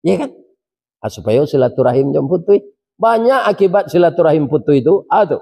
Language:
Minangkabau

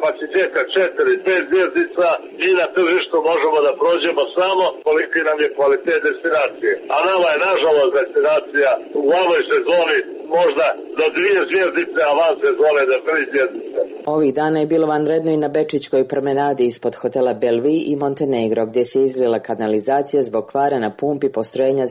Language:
Serbian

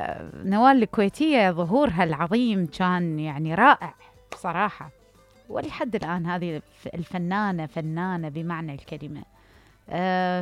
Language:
Mesopotamian Arabic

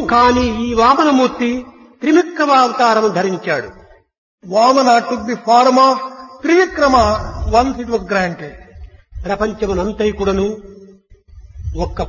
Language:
Telugu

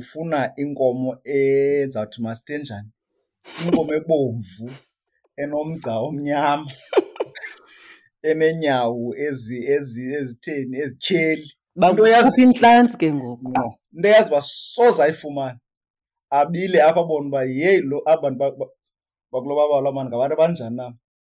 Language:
Xhosa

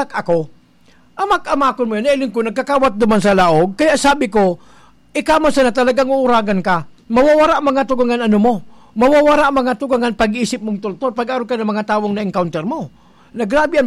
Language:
Bikol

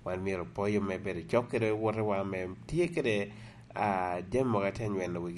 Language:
Lango (Uganda)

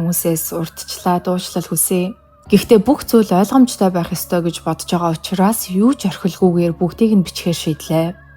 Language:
Mongolian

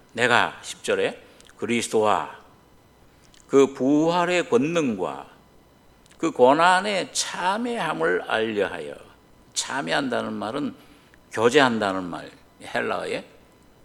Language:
Korean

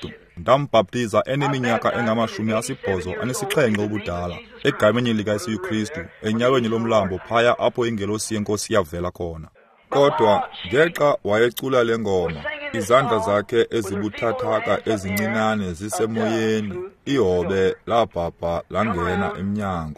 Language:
Xhosa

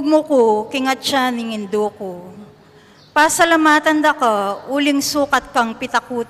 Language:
Pampanga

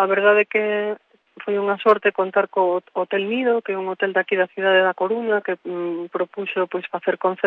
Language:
Galician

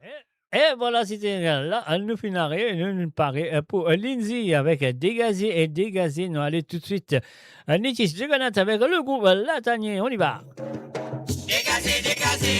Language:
Morisyen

